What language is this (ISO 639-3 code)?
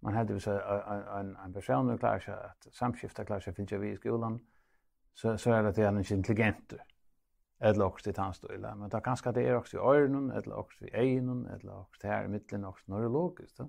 fao